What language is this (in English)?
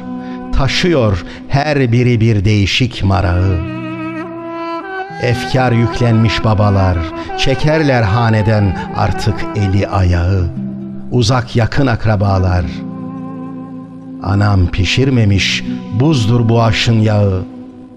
Turkish